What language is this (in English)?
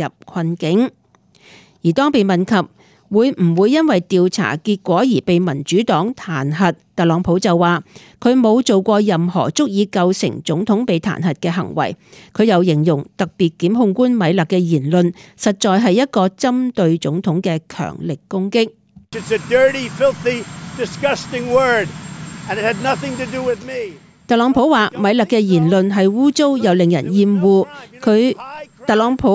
Cantonese